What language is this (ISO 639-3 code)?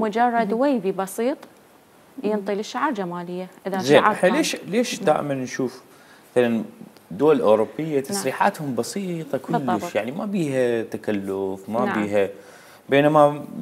acm